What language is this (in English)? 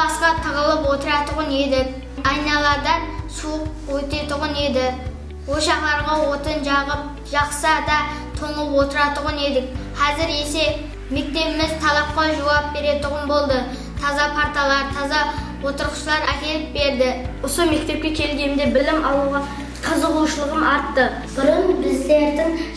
Kyrgyz